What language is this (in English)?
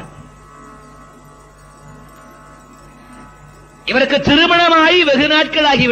Tamil